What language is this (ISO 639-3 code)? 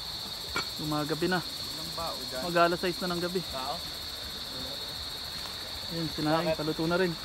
fil